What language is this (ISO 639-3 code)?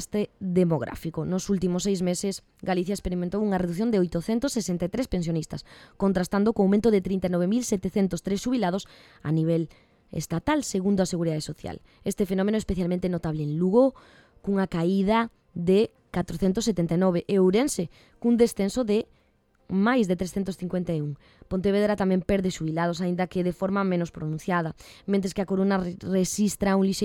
glg